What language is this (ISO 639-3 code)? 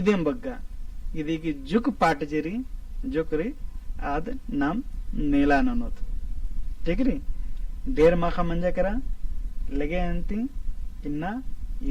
kru